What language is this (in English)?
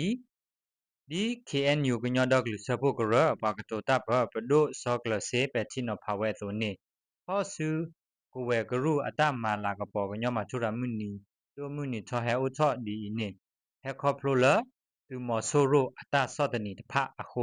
S'gaw Karen